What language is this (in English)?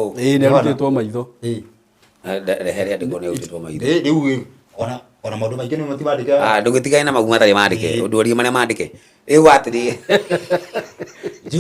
Kikuyu